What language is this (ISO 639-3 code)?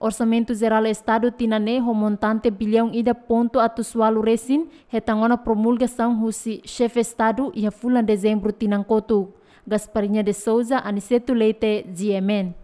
tet